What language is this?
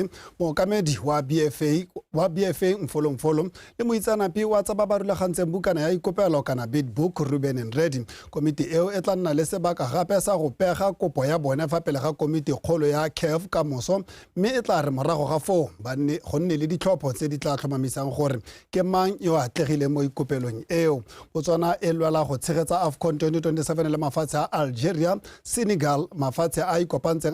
Tswana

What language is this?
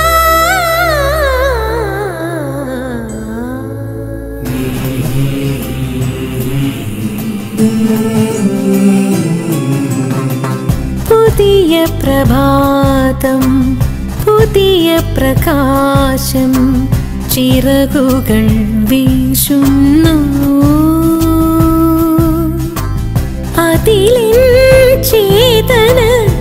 Malayalam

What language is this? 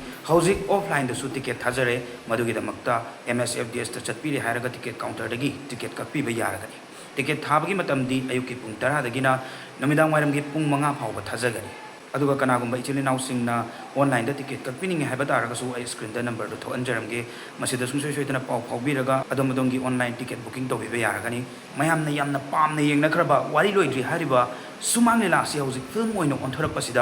Manipuri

